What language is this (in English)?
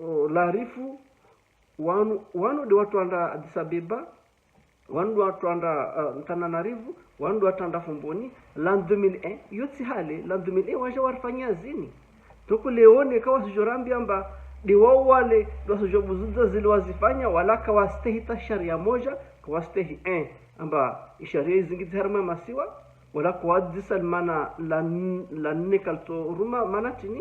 Ngazidja Comorian